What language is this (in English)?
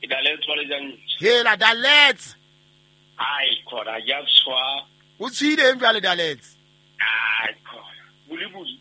Southern Sotho